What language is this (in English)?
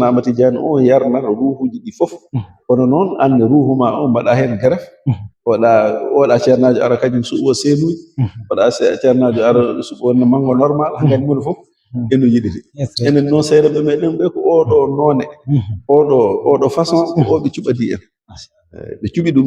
Fula